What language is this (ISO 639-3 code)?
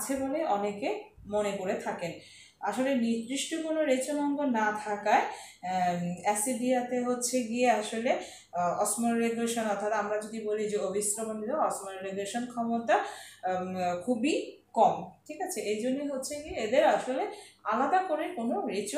ben